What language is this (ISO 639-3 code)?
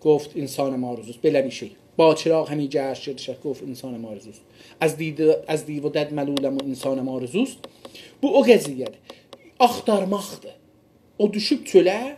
azb